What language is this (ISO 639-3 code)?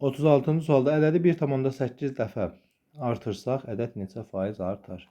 aze